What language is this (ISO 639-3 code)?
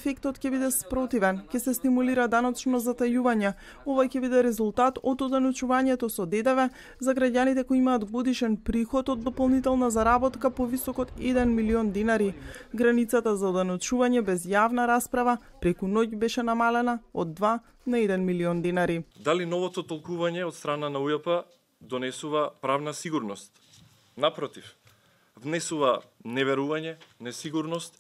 mkd